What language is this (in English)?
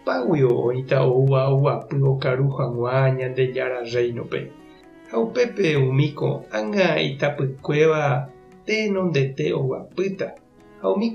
Guarani